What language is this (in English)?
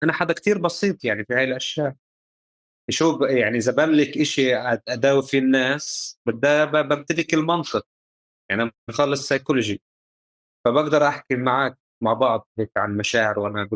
North Levantine Arabic